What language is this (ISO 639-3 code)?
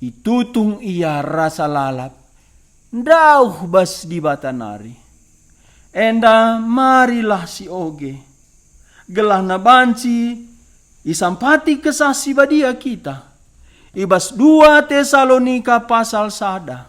btx